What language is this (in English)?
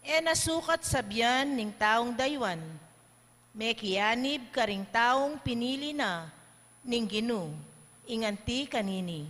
Pampanga